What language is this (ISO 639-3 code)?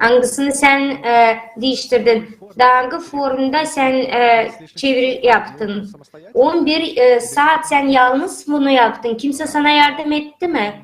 gag